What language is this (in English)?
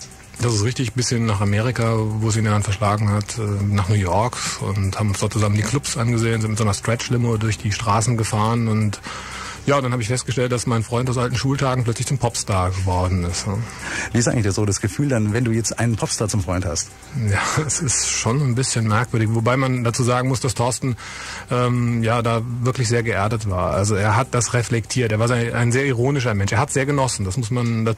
German